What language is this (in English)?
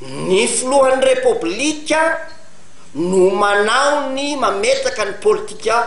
Malagasy